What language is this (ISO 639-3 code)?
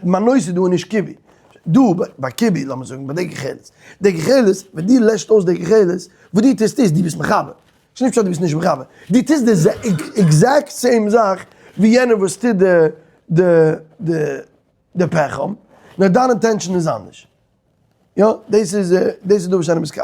yid